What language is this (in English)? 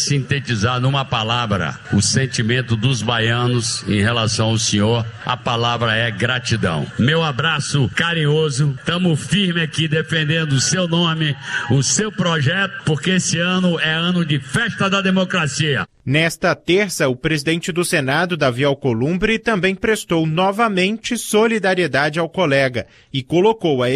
Portuguese